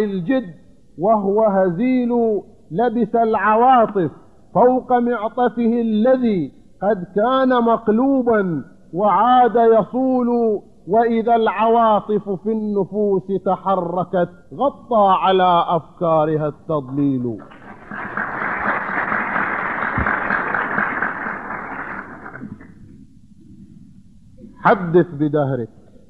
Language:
Arabic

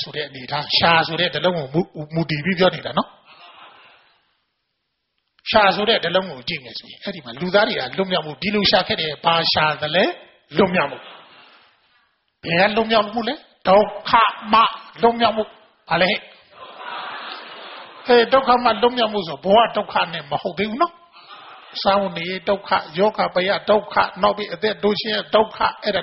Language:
Burmese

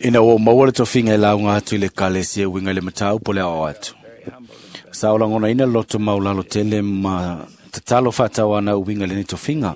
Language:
Samoan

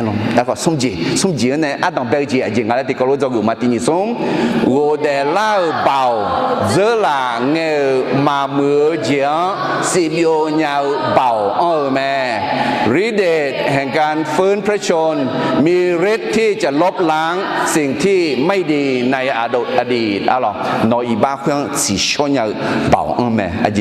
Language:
Akha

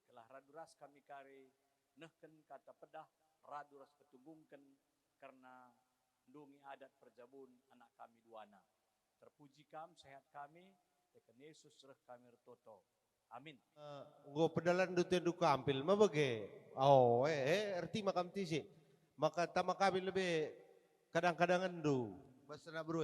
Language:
Batak Karo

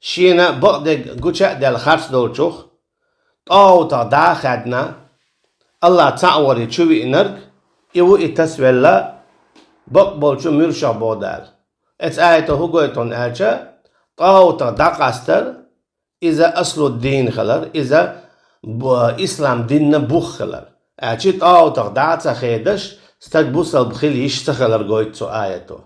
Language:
Chechen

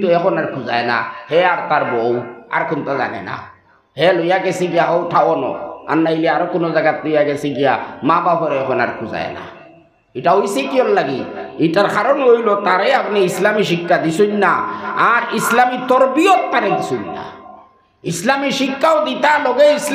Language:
Sylheti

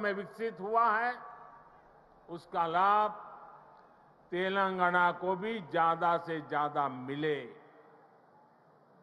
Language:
Hindi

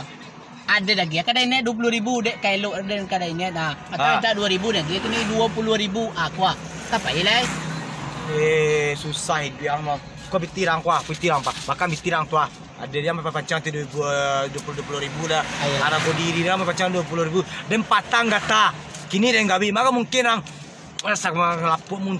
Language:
Minangkabau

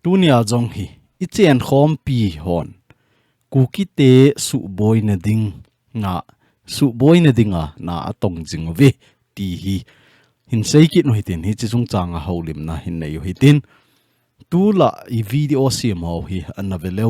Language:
Thado Chin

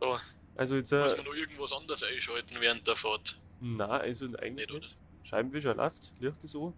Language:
Bavarian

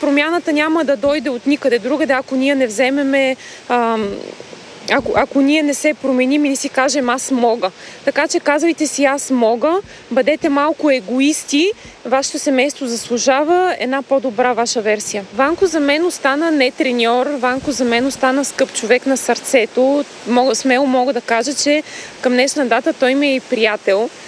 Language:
Bulgarian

